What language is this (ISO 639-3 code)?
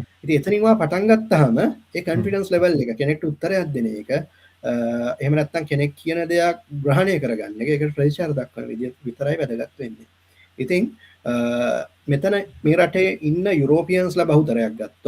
sin